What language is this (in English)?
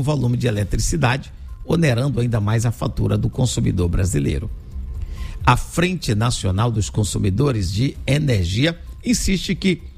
Portuguese